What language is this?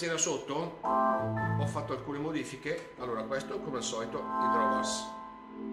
Italian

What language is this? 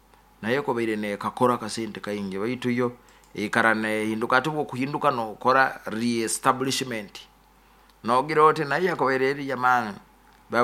Nyoro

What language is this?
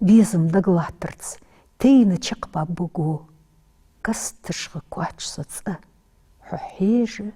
Ingush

